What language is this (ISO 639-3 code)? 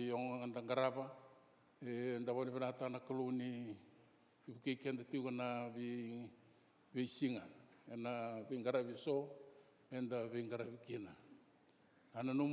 fij